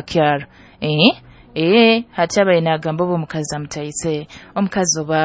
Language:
Nyoro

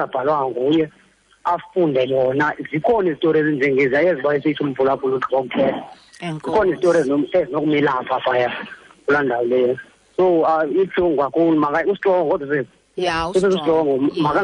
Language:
Xhosa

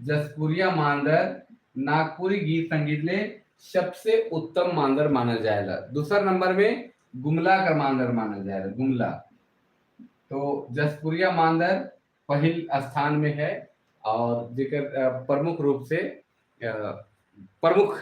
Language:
Sadri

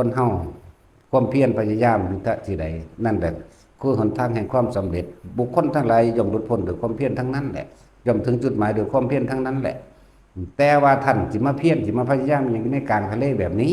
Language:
Lao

